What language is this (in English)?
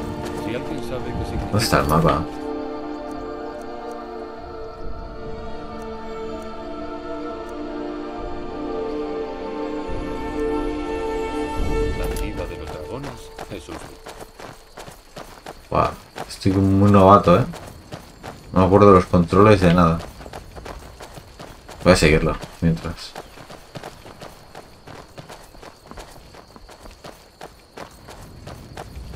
Spanish